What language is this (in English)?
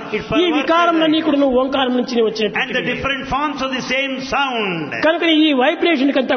Telugu